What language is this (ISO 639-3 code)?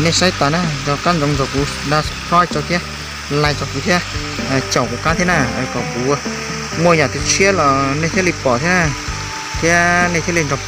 hmn